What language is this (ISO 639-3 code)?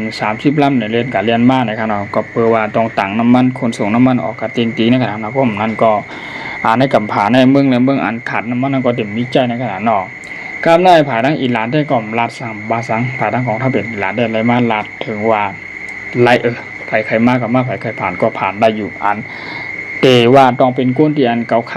shn